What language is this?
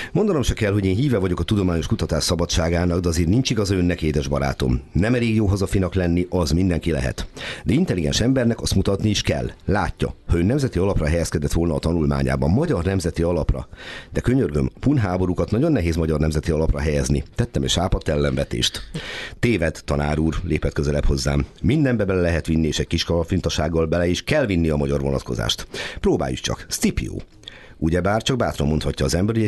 Hungarian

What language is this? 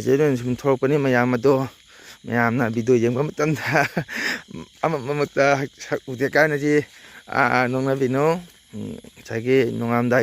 Manipuri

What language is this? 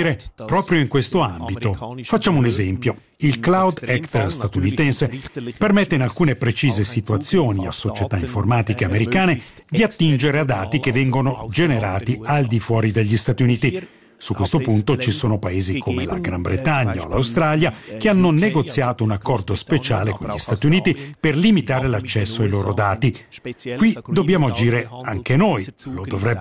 Italian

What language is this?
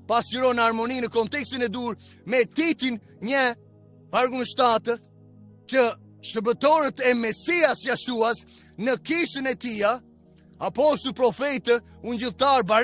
Albanian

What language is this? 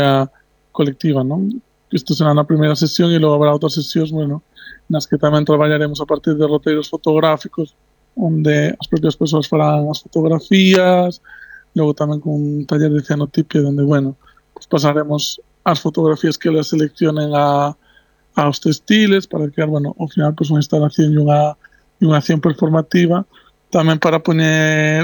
Galician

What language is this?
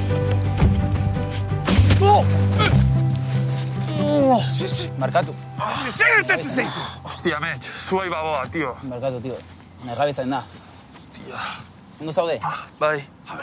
Basque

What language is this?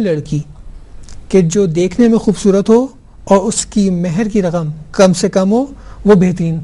Urdu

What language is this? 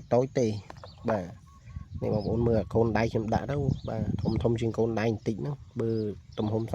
Khmer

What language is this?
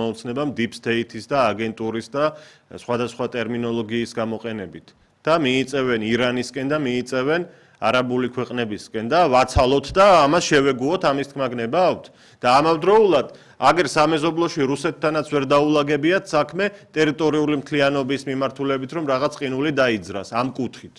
Georgian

